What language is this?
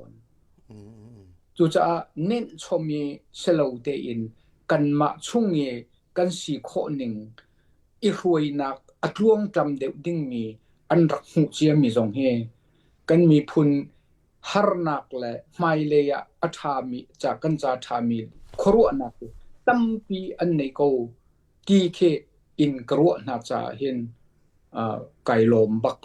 Hakha Chin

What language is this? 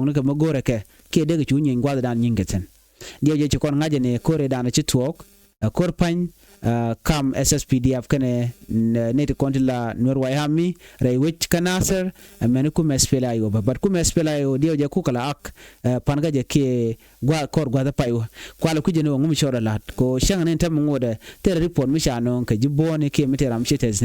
Nuer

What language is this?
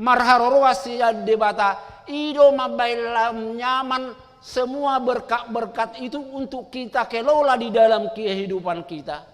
Batak Toba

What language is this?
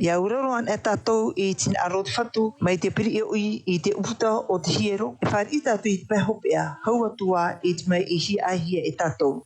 Tahitian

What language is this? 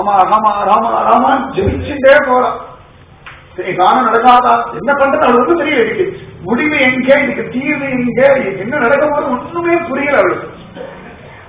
Tamil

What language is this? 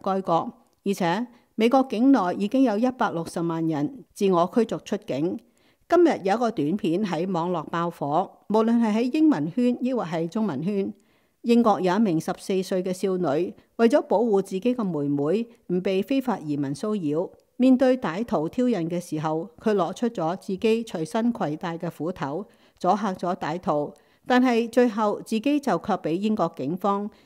Cantonese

